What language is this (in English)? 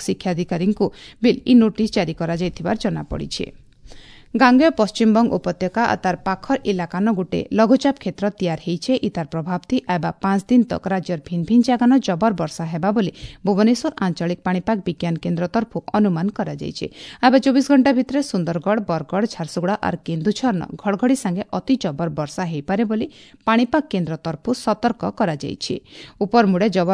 Odia